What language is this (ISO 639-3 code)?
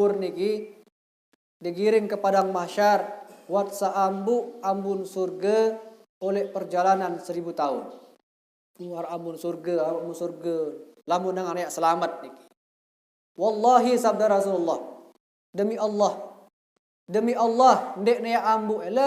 sas